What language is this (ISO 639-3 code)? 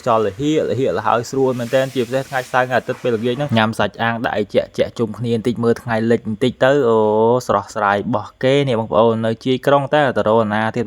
khm